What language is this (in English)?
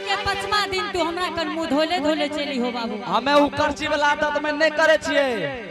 Angika